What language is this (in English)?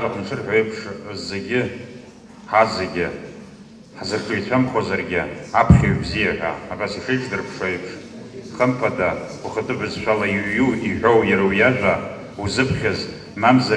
Abkhazian